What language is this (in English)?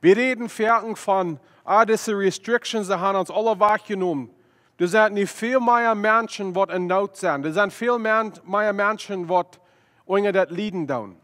Plautdietsch